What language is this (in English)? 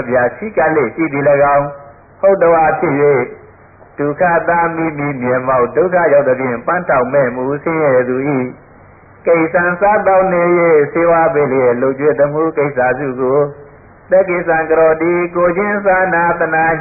Burmese